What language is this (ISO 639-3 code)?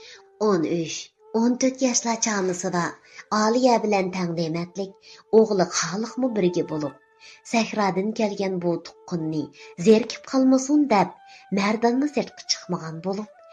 uig